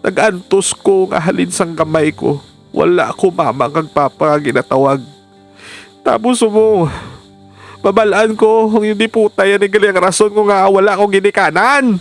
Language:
Hiligaynon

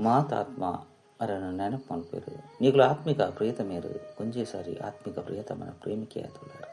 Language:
Tulu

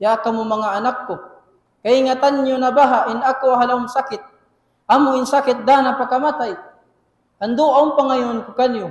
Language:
Tausug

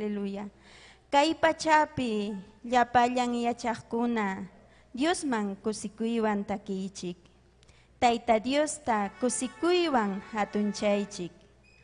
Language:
Ayacucho Quechua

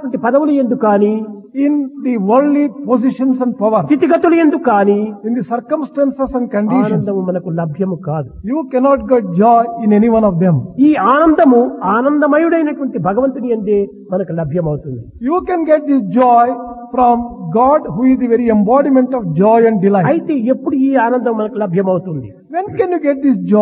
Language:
Telugu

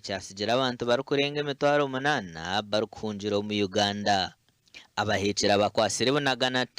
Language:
Nyankole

